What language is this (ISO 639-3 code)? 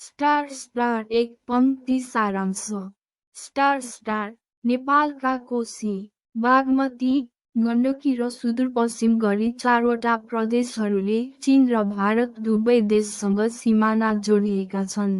nep